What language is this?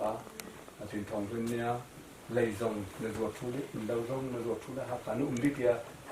Hakha Chin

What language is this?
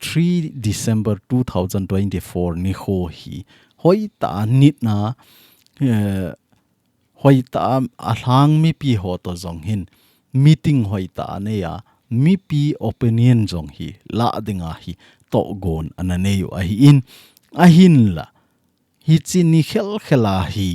Thado Chin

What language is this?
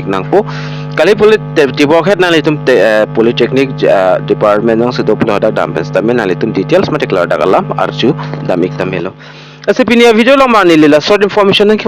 Karbi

